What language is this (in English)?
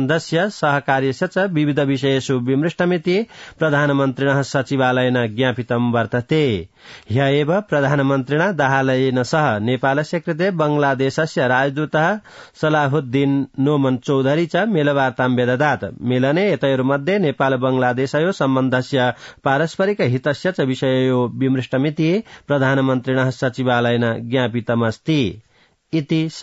Sanskrit